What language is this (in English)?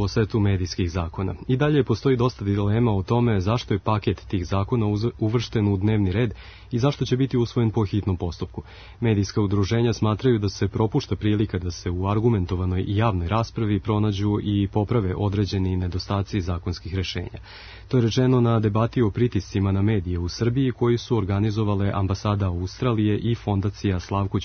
Serbian